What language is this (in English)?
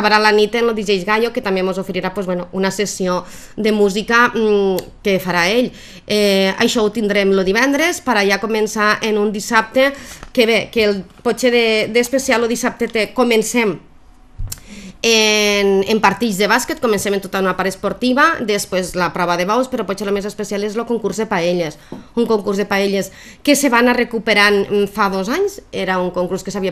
Catalan